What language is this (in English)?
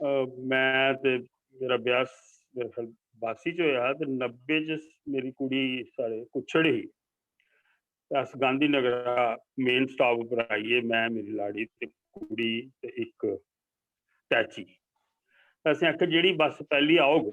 Dogri